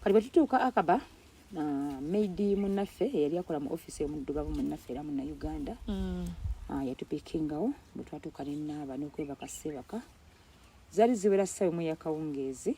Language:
Ganda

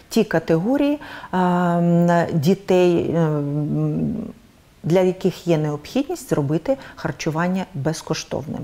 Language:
Ukrainian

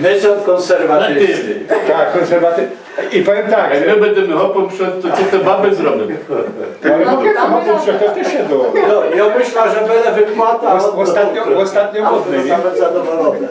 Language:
Silesian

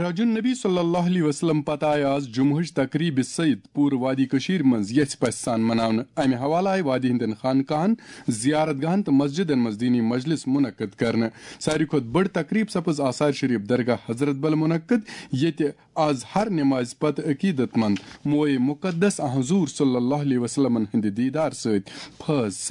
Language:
Kashmiri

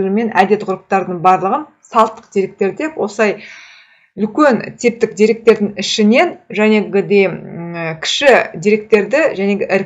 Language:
Kazakh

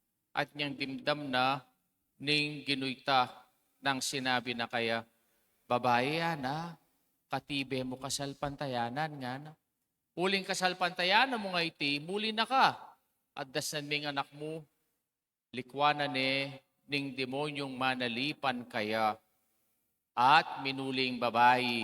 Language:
Pampanga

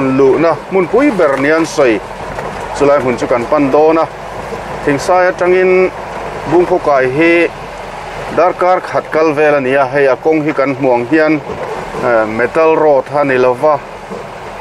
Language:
Mizo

